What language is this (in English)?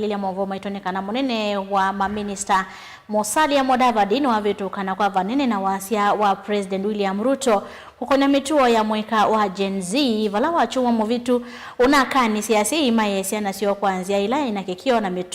Kamba